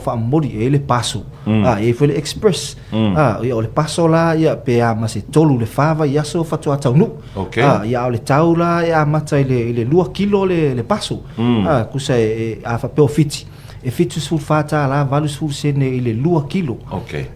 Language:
Samoan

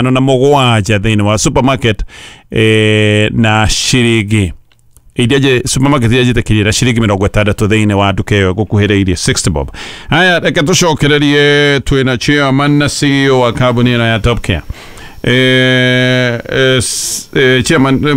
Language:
Kikuyu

